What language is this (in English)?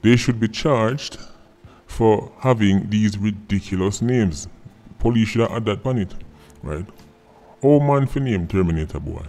Jamaican Creole English